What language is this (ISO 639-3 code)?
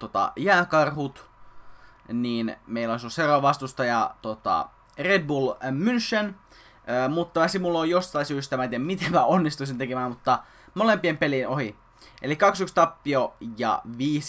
fin